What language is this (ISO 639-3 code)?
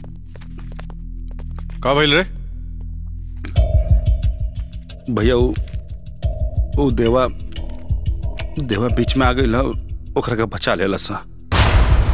bho